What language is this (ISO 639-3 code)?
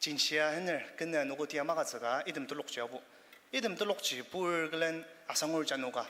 njo